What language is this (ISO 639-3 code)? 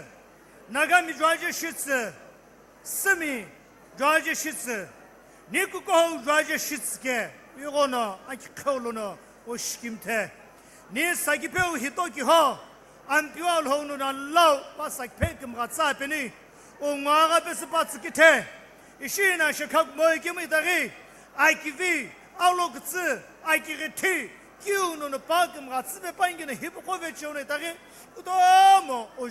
nsm